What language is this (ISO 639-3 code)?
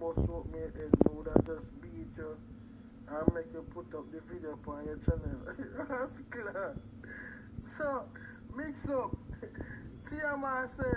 jam